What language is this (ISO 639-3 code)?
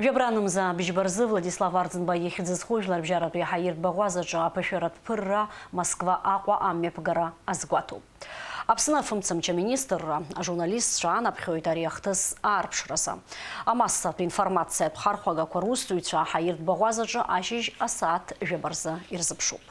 abk